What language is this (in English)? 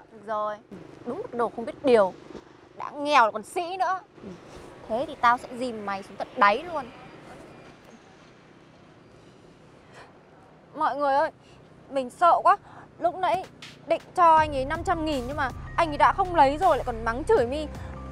Vietnamese